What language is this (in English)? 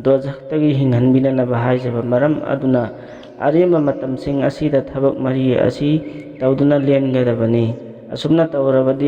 Manipuri